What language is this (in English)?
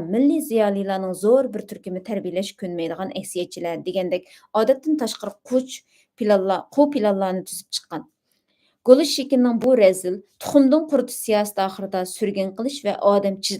Uyghur